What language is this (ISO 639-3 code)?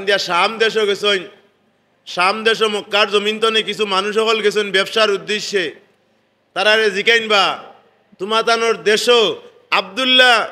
syl